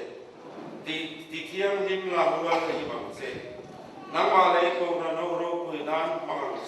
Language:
Mizo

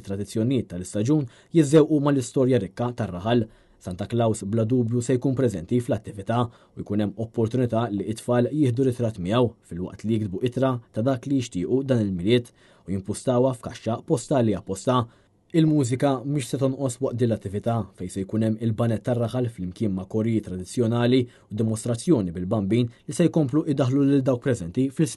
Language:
Maltese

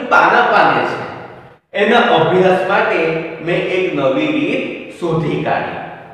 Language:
Gujarati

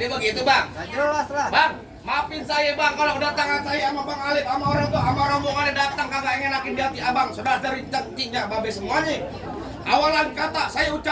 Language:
Betawi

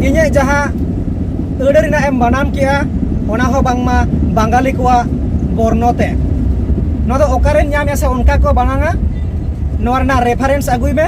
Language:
Santali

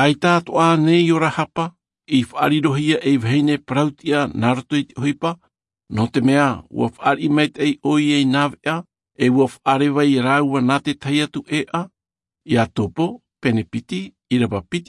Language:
Tahitian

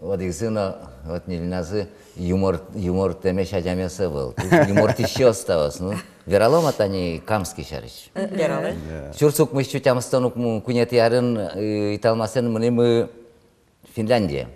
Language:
Udmurt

